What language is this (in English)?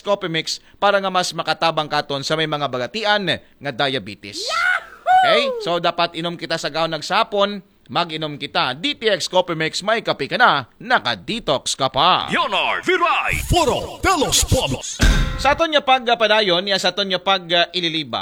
Aklanon